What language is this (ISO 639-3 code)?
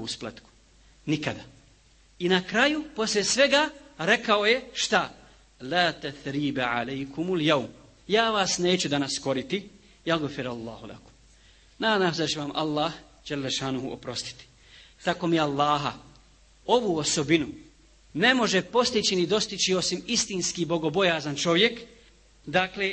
bos